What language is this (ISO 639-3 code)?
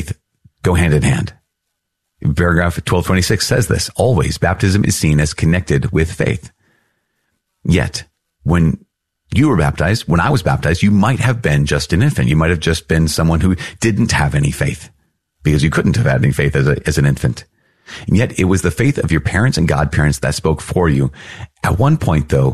eng